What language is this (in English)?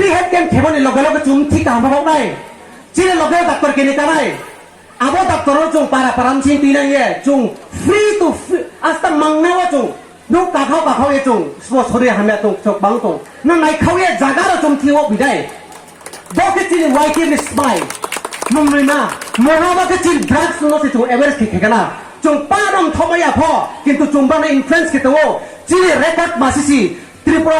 Riang (India)